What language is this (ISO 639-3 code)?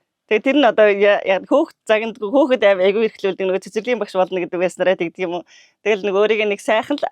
mon